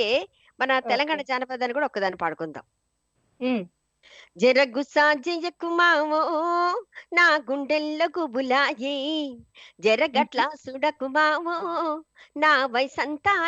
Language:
Telugu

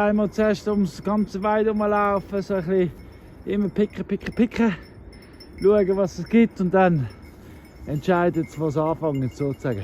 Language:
Swiss German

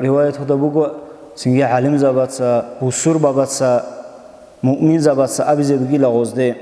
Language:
Avaric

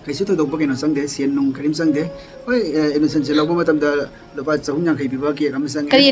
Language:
Manipuri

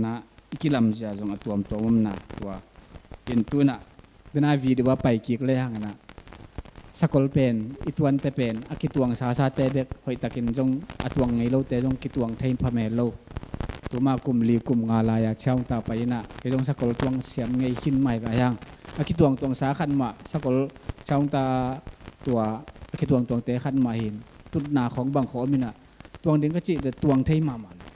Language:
Tedim Chin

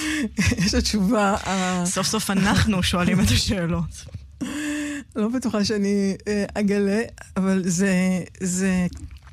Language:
Hebrew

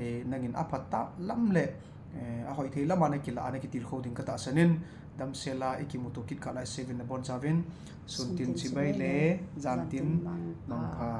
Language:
Thado Chin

